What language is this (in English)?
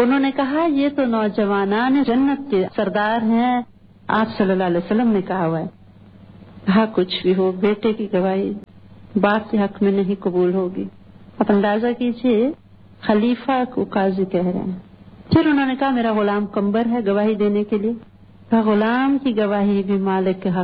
Urdu